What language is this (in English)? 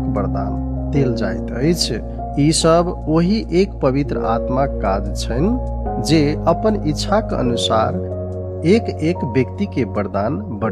Maithili